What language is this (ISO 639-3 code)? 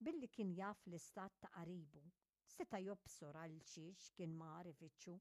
mlt